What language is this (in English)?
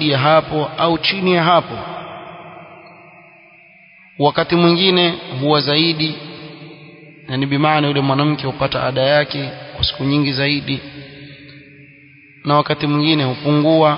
Swahili